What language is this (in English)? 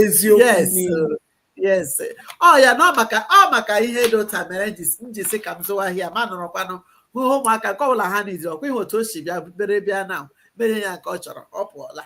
Igbo